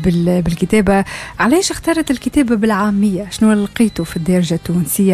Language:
Tunisian Arabic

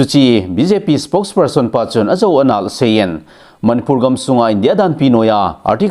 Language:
Thado Chin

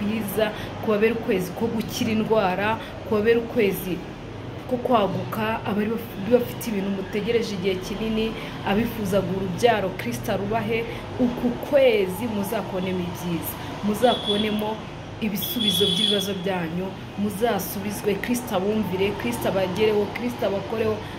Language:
Kinyarwanda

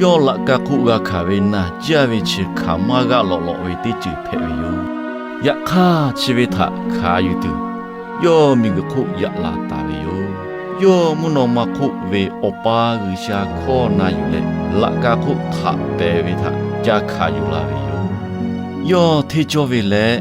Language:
Lahu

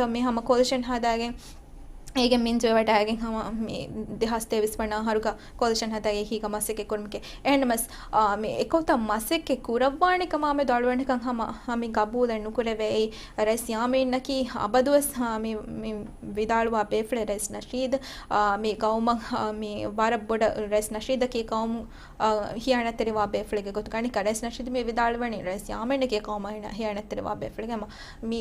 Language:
Divehi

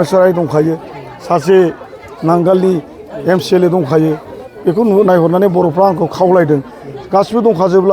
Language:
Bodo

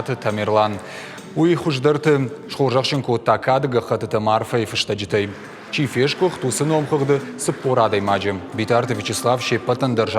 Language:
Ossetic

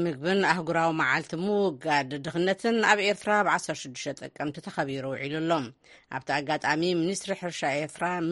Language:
Tigrinya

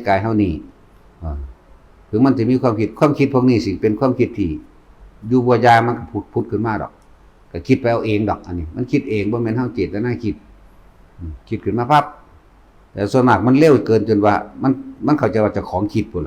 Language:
Northeastern Thai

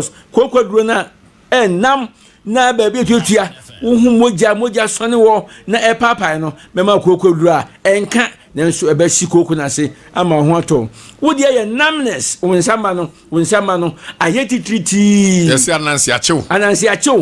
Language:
Akan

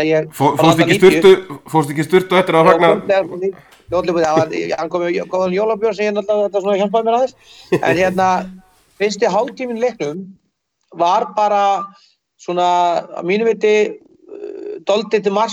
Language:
Icelandic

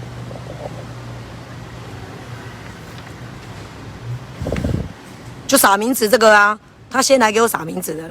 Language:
Min Nan Chinese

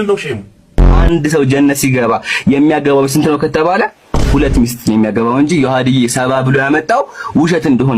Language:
Amharic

